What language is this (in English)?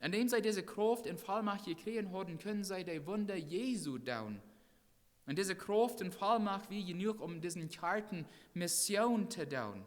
Plautdietsch